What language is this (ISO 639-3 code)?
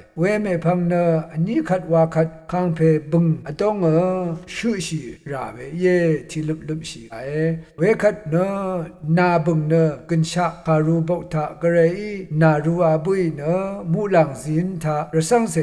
raw